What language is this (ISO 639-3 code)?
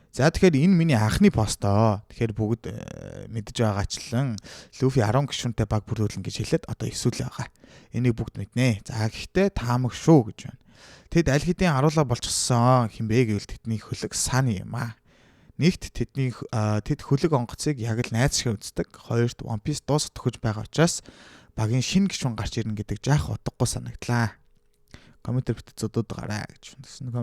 mon